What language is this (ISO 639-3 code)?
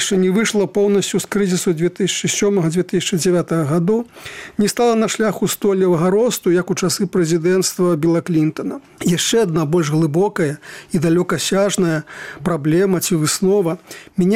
bel